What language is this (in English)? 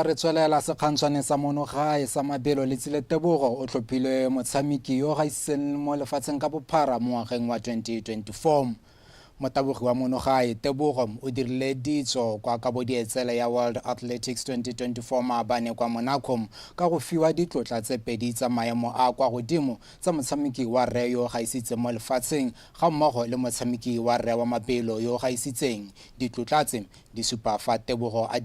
Tswana